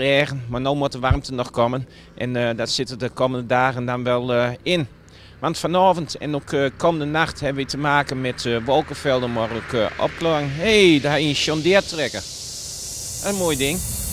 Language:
Dutch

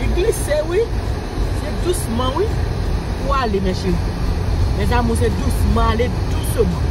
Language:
Haitian Creole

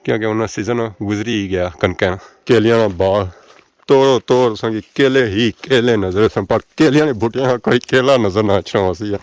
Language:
Pahari-Potwari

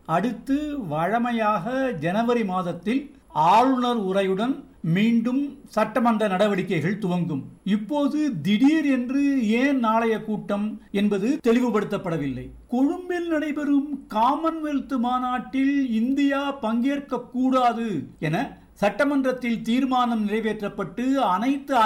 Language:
Tamil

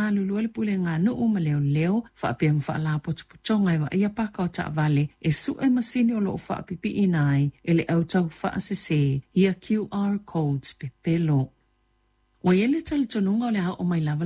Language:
Samoan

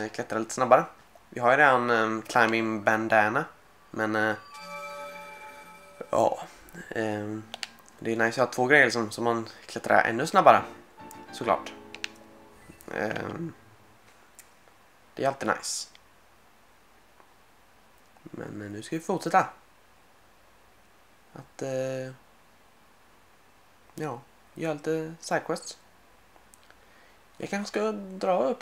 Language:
Swedish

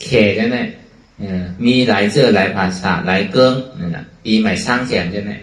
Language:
Shan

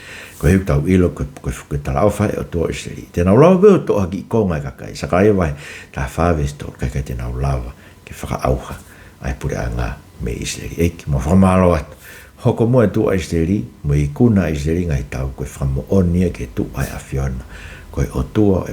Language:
Tongan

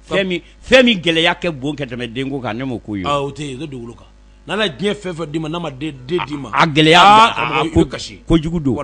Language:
Bambara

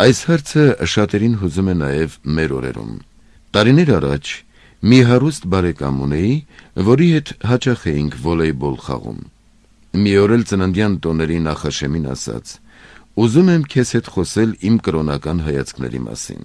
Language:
Armenian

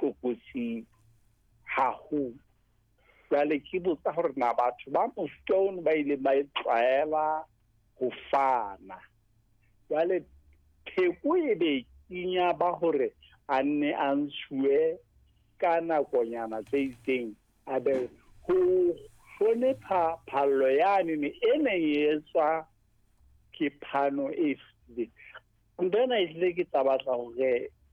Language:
Southern Sotho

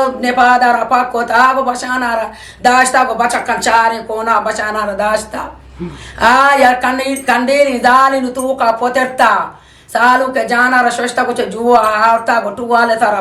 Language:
Eastern Balochi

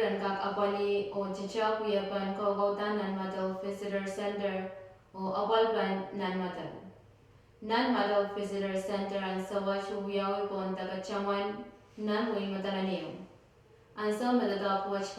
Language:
Pohnpeian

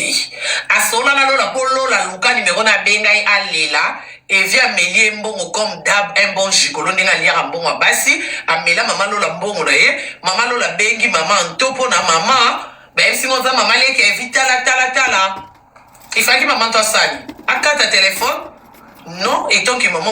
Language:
Lingala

